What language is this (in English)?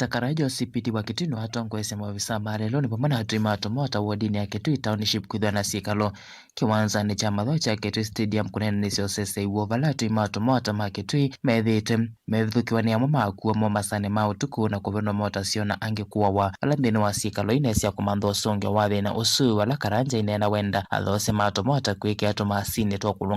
Kamba